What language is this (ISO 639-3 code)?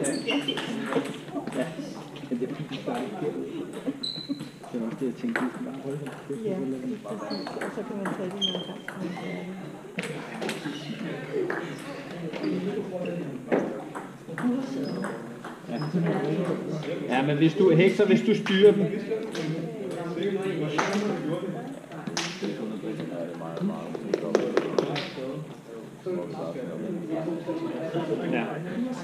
dan